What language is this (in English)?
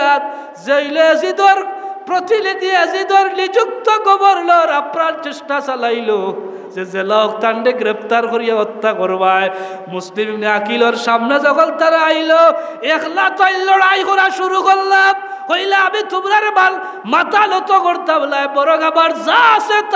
Sylheti